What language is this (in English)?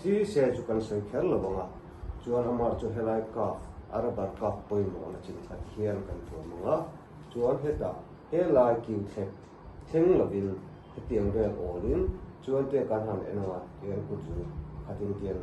Mizo